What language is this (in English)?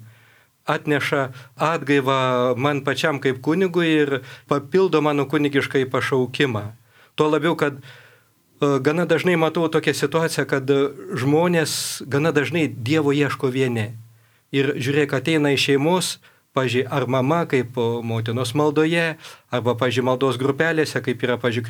Lithuanian